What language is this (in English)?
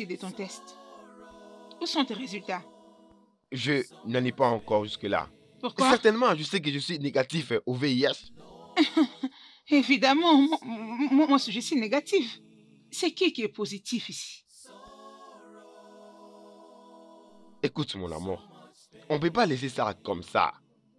French